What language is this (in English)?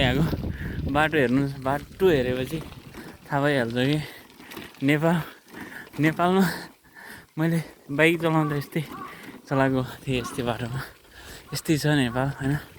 Nepali